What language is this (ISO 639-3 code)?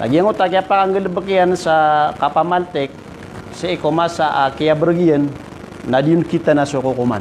mrw